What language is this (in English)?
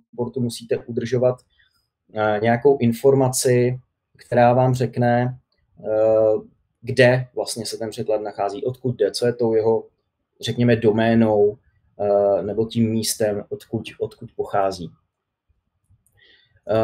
Czech